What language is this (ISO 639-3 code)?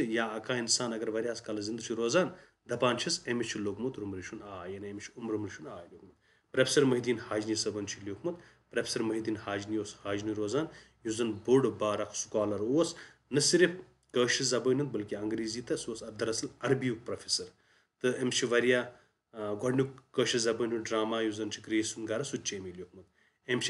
kas